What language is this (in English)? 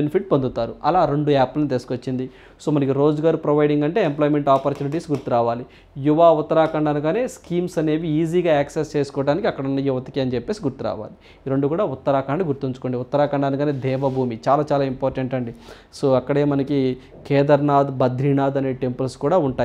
Telugu